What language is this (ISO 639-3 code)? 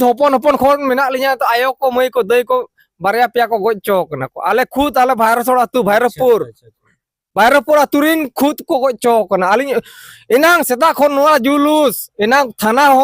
sat